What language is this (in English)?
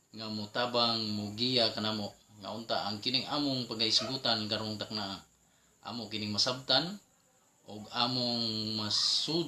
Cebuano